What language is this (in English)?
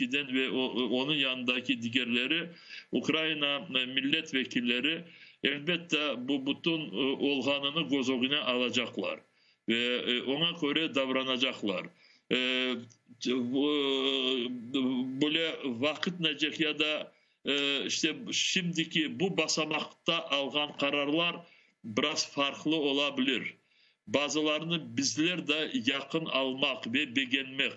Crimean Tatar